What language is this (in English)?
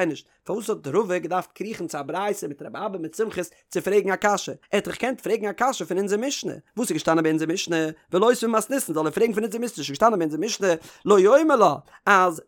Yiddish